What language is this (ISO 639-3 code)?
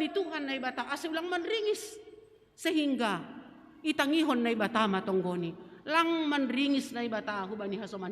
bts